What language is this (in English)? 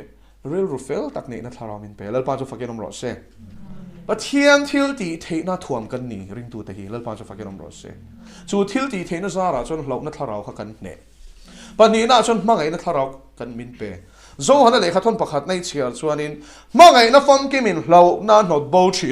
Mizo